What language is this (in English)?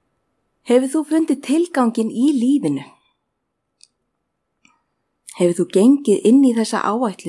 Icelandic